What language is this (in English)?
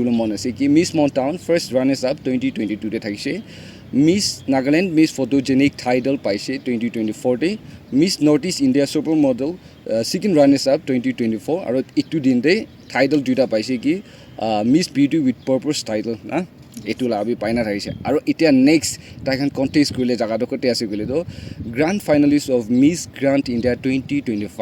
Naga Pidgin